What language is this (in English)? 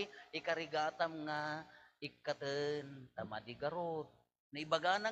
Iloko